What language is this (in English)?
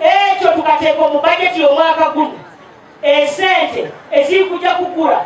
Nyankole